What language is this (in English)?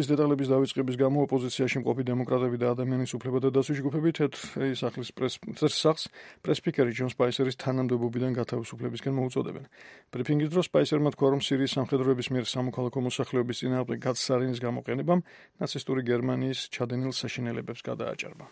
Georgian